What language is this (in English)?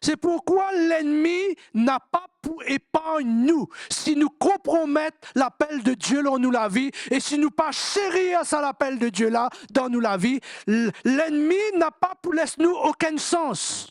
Morisyen